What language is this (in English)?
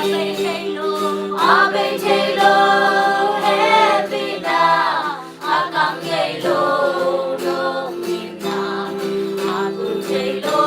Tedim Chin